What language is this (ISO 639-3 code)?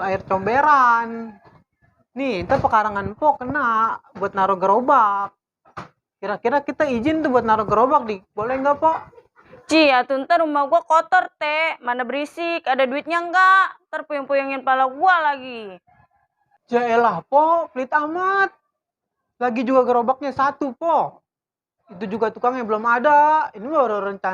bew